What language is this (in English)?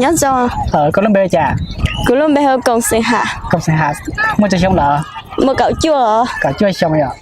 Hmong